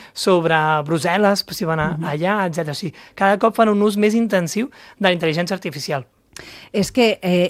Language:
Catalan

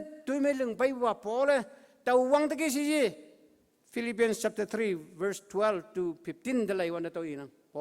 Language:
Konyak Naga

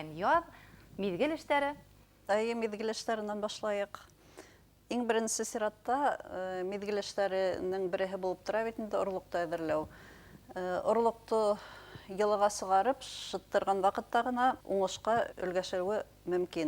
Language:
Bashkir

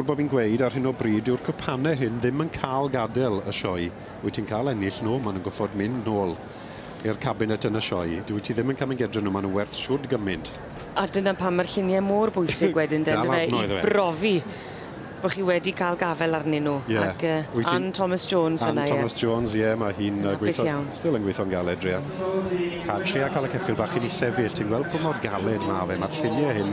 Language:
Welsh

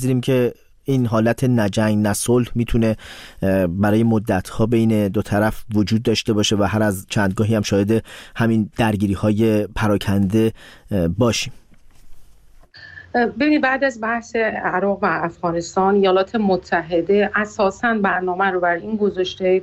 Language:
Persian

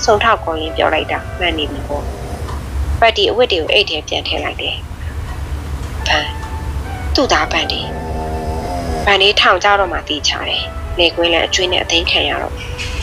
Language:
Burmese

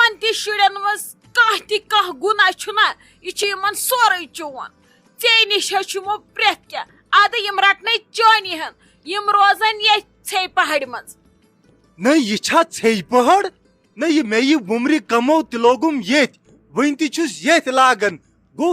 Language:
Kashmiri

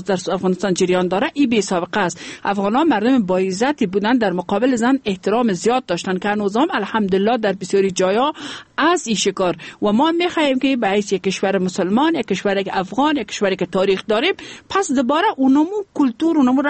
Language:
Persian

